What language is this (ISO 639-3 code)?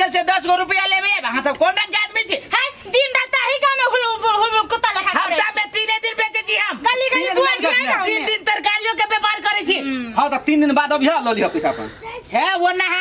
mai